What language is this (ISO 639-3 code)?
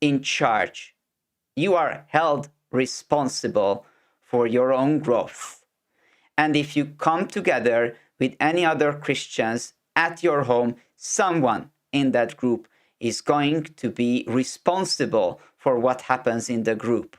eng